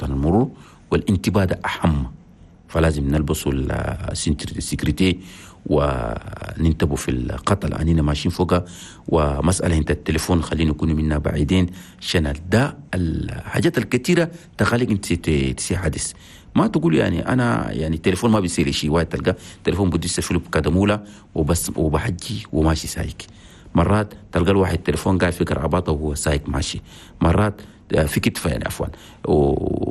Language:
Chadian Arabic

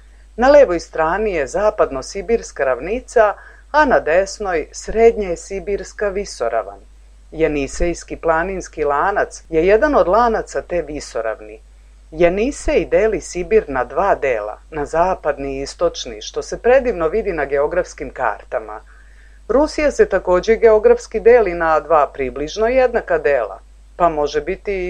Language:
Serbian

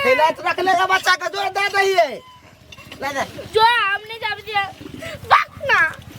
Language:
Maithili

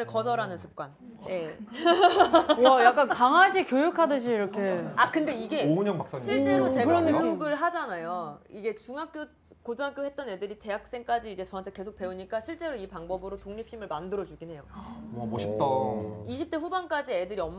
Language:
Korean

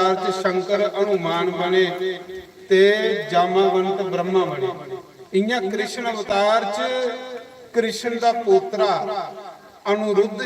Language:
Dogri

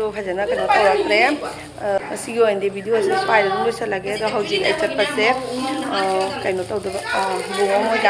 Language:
Manipuri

